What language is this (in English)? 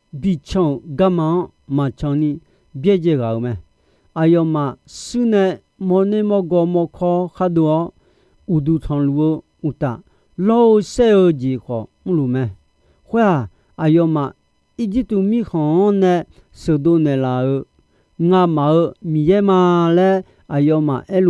Akha